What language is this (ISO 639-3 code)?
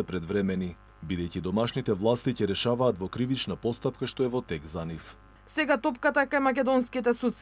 mkd